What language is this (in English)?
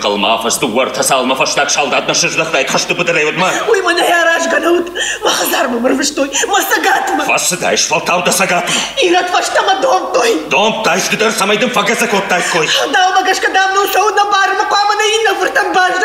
Ossetic